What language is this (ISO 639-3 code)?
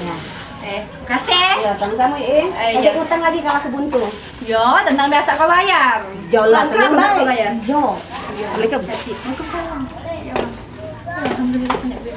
mui